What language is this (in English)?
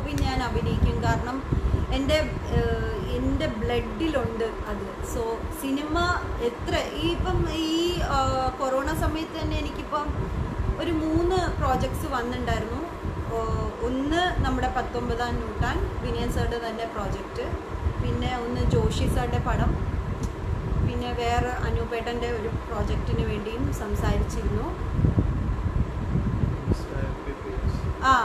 Malayalam